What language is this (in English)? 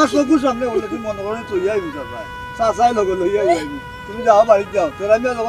Sylheti